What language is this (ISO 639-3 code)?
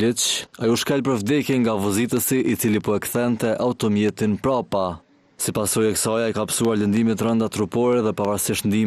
sqi